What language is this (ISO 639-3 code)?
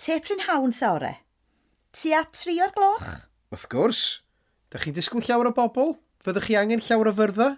cym